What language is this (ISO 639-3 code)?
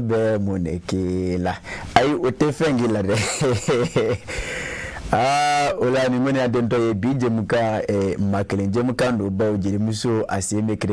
bam